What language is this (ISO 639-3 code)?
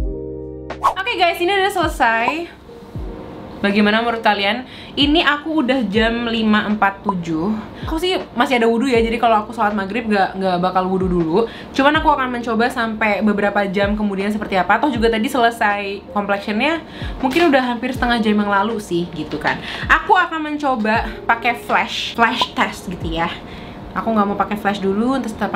ind